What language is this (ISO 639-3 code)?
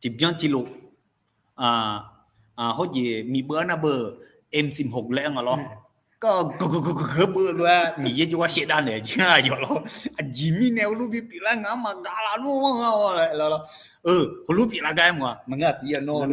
ahk